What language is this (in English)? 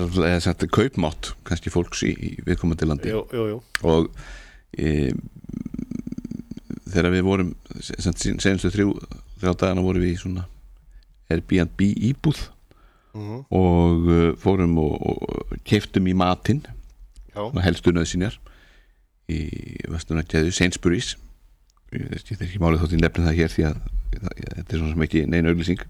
Icelandic